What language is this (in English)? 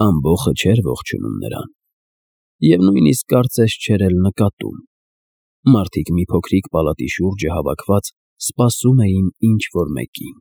Armenian